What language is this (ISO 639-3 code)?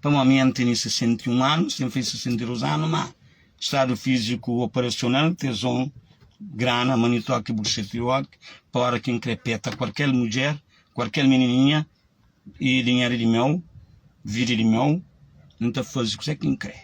kea